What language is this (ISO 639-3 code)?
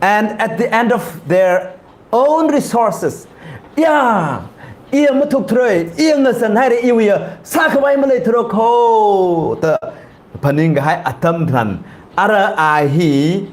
nmf